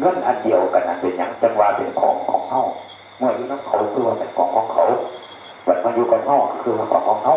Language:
Northeastern Thai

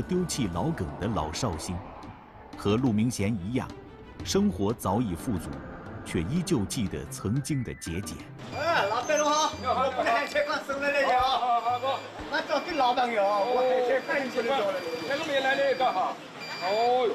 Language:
Chinese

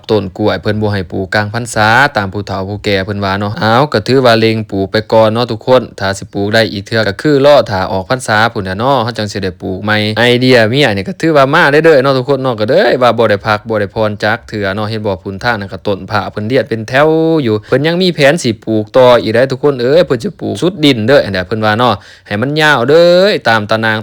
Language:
Lao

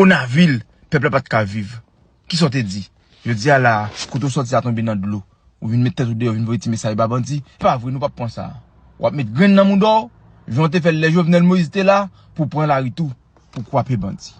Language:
Haitian Creole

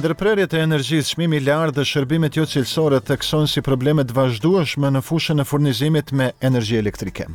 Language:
Albanian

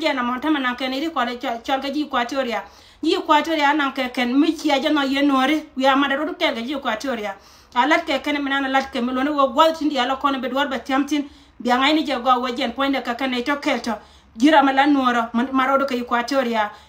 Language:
Nuer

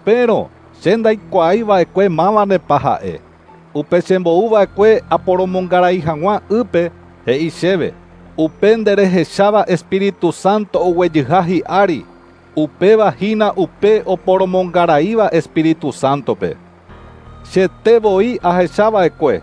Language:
Guarani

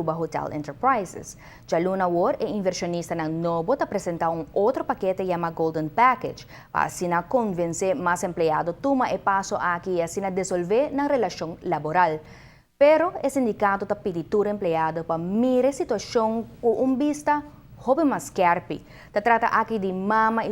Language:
Papiamento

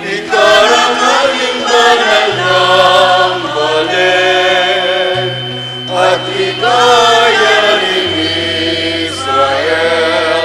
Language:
Pampanga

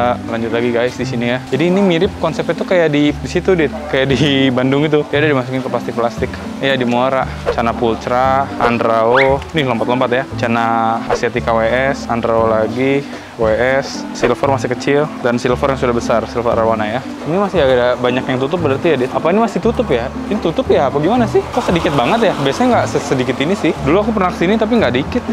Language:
Indonesian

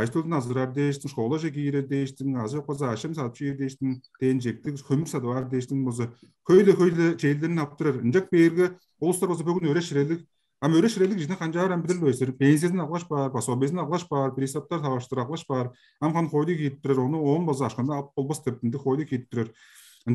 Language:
Tuvinian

